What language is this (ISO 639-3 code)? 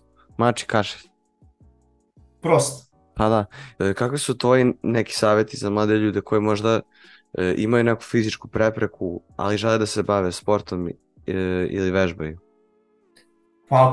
srp